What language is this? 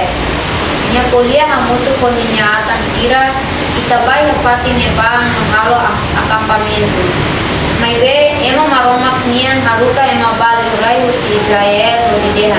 Tetum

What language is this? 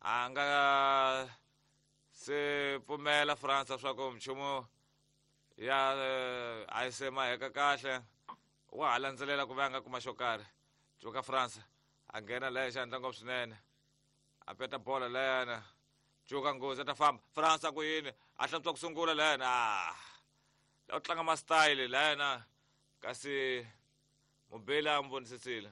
Tsonga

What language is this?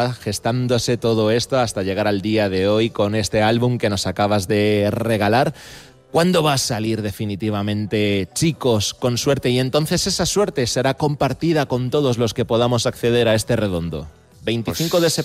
Spanish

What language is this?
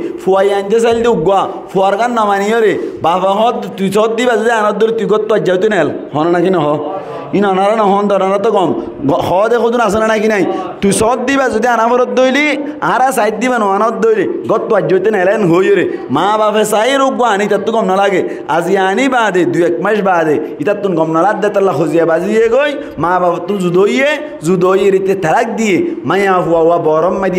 Rohingya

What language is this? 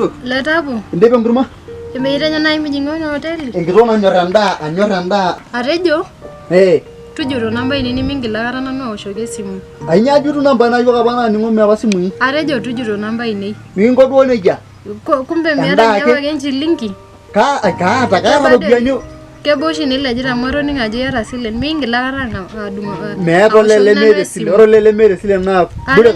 Masai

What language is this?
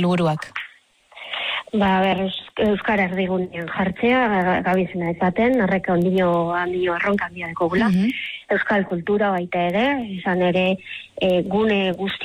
Basque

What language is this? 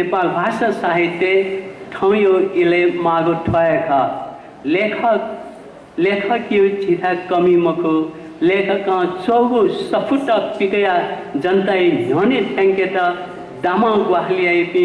Newari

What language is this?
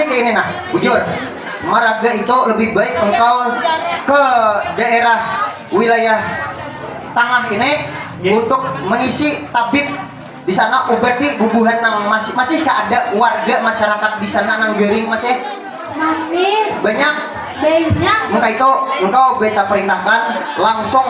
Banjar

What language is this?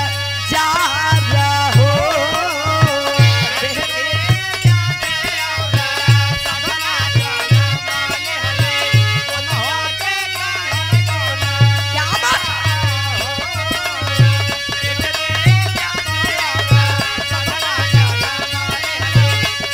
Bhojpuri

